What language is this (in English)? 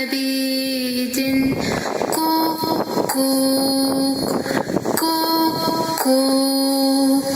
Yakut